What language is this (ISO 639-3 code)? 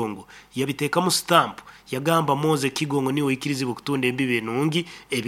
nyn